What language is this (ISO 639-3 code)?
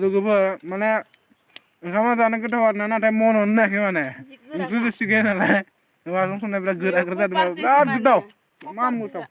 brx